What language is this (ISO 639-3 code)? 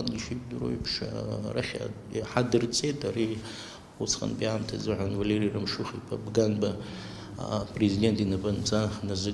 abk